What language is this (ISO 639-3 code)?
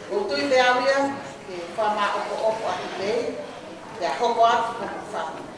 ton